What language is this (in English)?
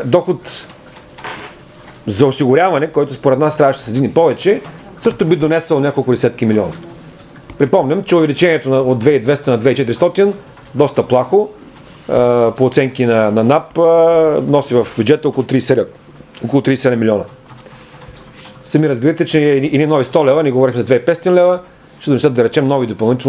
Bulgarian